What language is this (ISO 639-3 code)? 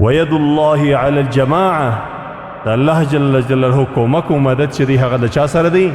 pus